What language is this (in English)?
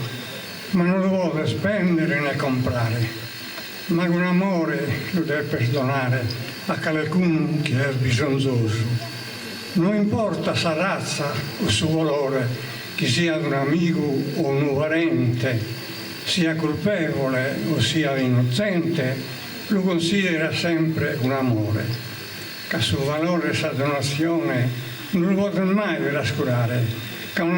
Sardinian